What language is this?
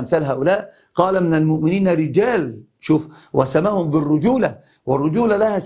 Arabic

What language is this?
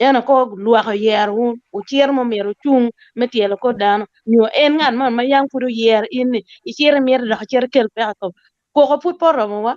Acoli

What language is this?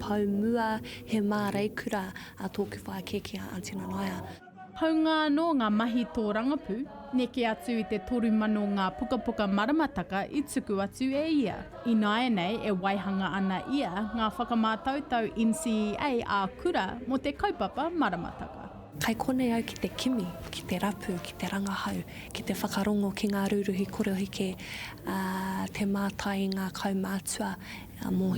Māori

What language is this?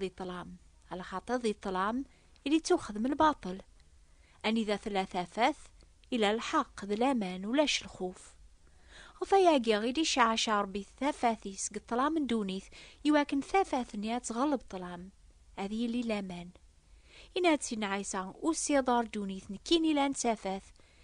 Kabyle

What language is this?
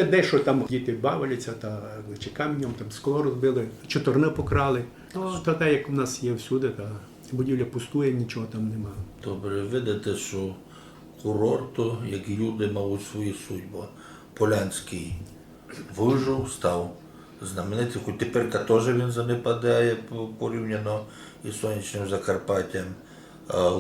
Rusyn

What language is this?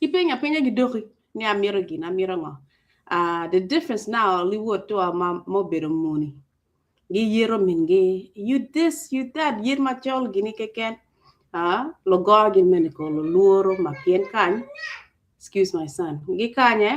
Acoli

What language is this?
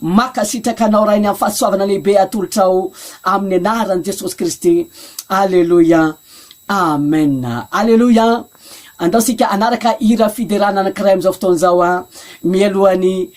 Malagasy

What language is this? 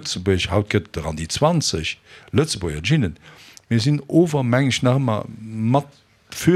Luxembourgish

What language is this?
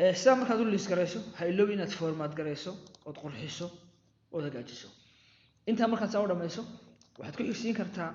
Somali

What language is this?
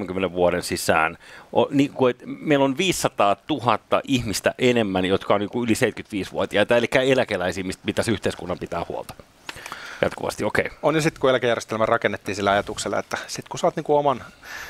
Finnish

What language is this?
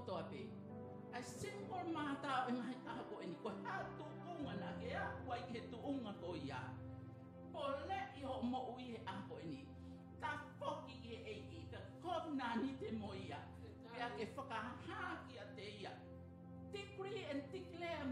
Tongan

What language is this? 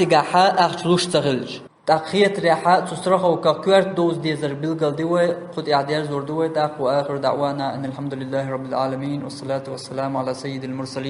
Chechen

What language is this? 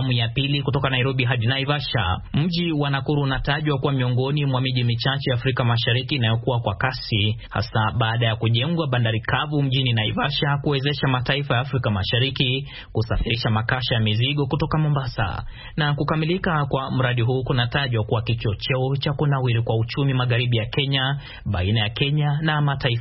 Swahili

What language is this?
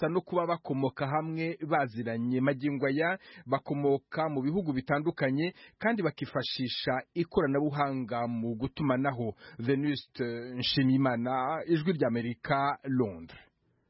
Kinyarwanda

